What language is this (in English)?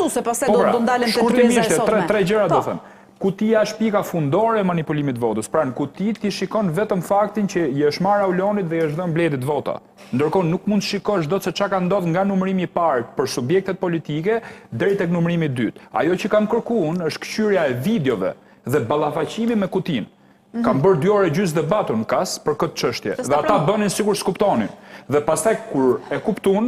Albanian